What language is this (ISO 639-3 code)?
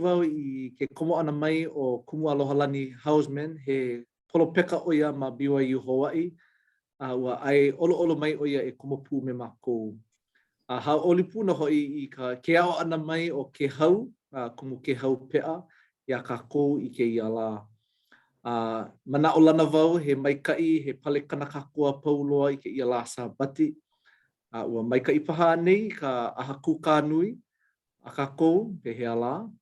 haw